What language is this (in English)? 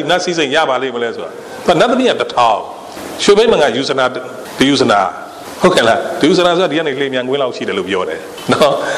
Burmese